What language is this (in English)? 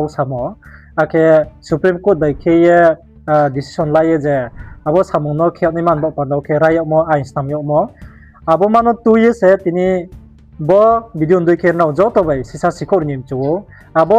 Riang (India)